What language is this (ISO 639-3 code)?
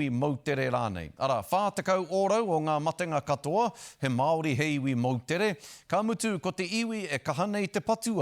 mri